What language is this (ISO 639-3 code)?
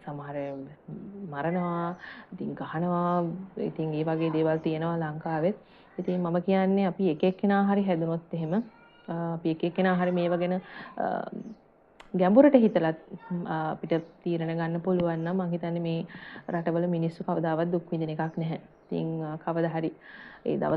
sin